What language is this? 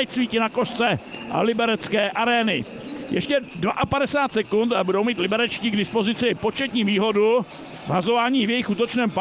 Czech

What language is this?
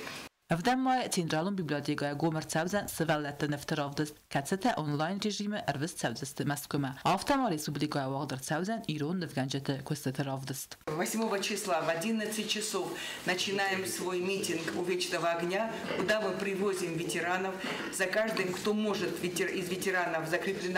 Ossetic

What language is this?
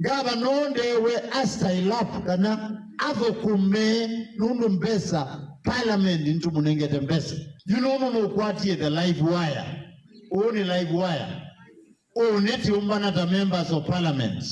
Kamba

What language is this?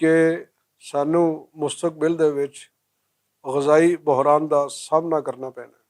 Western Panjabi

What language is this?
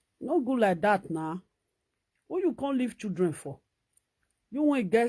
Nigerian Pidgin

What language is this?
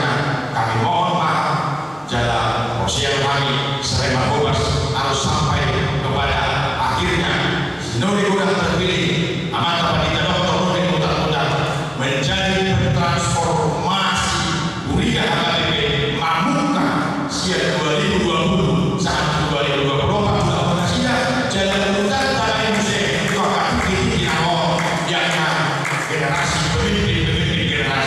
Batak Toba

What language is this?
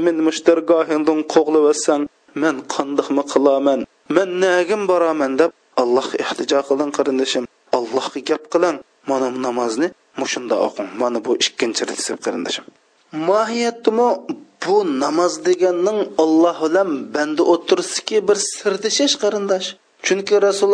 Uyghur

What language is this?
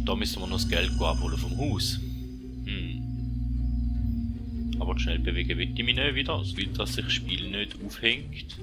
Swiss German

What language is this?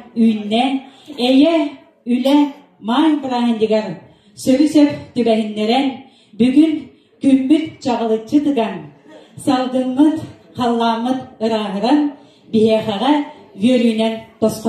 Yakut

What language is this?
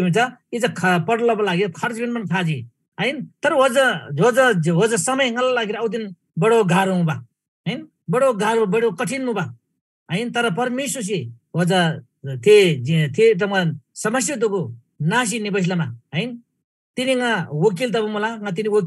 Eastern Tamang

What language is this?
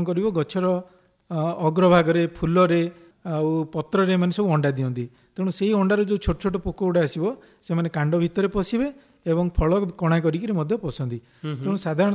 Odia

